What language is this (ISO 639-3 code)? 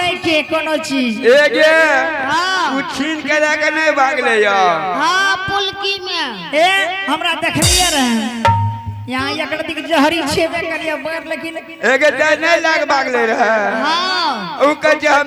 anp